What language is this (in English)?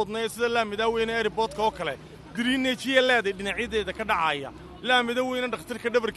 Somali